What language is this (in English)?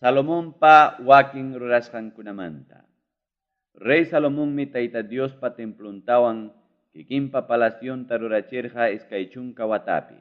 Ayacucho Quechua